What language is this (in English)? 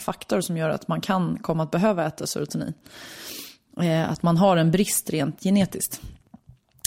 Swedish